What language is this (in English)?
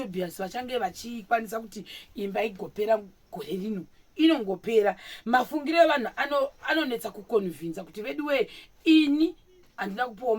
Shona